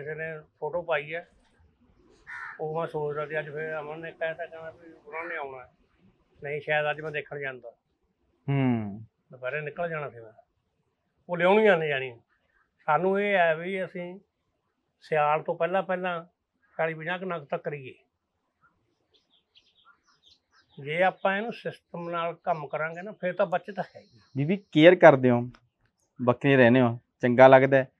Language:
Punjabi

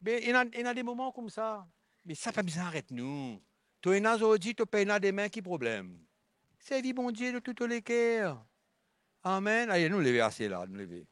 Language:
Morisyen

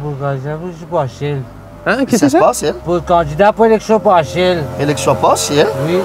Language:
Morisyen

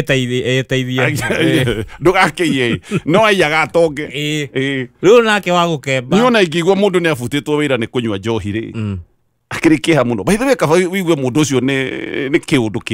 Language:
Kikuyu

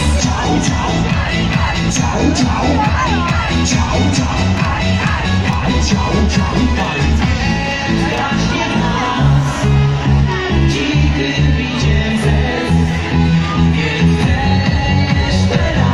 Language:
Polish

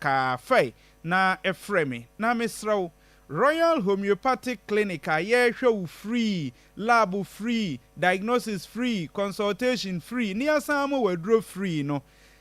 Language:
Akan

